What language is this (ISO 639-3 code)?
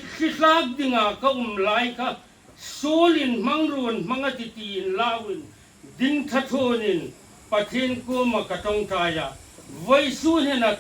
hmr